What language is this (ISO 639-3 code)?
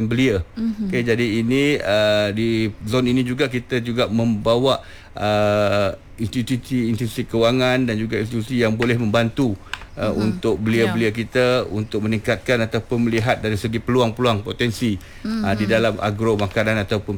msa